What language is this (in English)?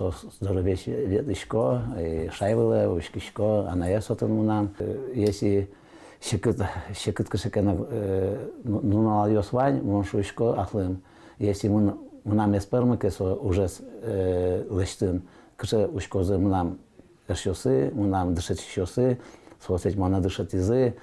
Udmurt